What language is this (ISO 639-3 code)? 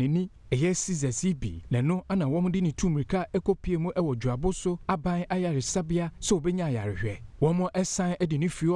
aka